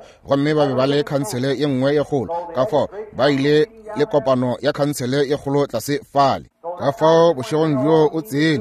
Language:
Northern Sotho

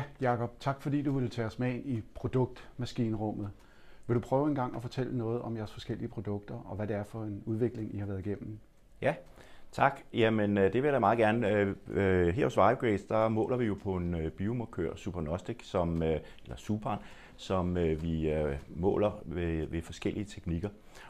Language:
Danish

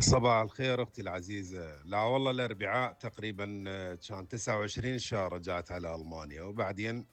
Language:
Mesopotamian Arabic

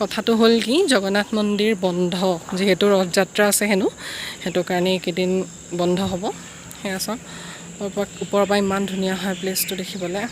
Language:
Assamese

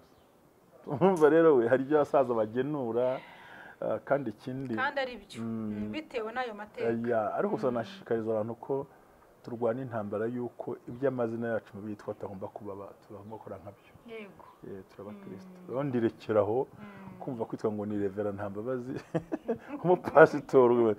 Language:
Kinyarwanda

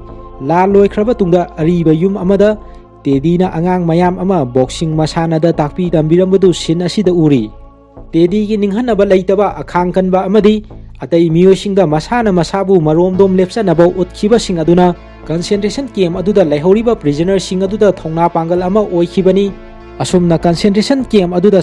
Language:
Manipuri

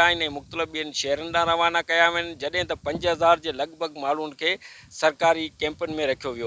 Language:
Sindhi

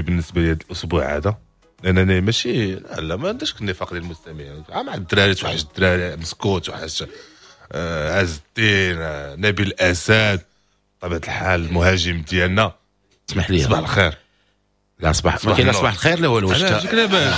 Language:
Moroccan Arabic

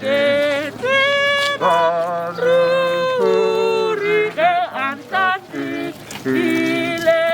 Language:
Northern Sotho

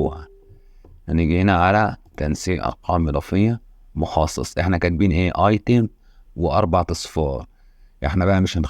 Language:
Egyptian Arabic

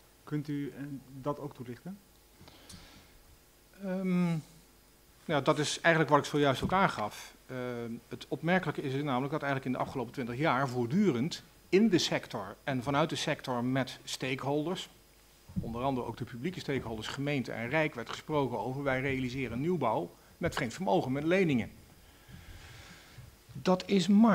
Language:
Dutch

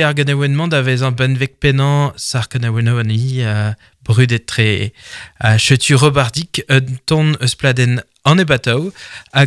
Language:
Breton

